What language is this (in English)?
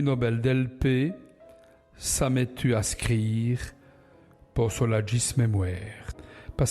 Walloon